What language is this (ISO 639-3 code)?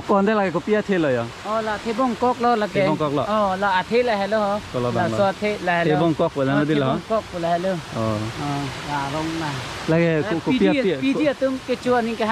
mjw